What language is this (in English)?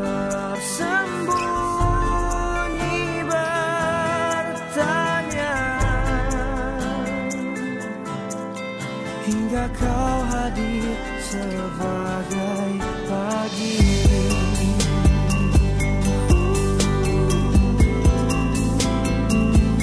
Indonesian